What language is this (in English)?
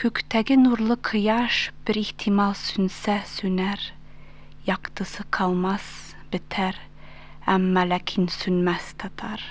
Tatar